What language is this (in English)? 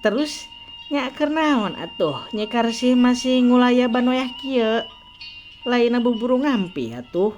Sundanese